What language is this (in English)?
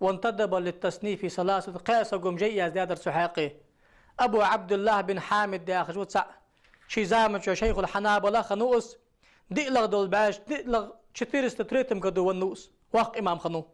Ingush